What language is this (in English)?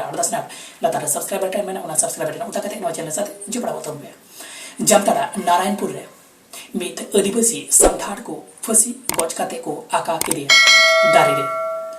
Santali